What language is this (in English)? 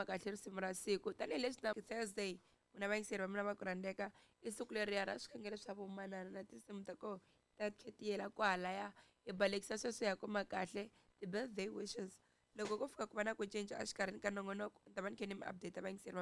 Tsonga